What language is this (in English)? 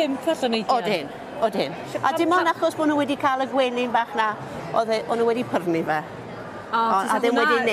Welsh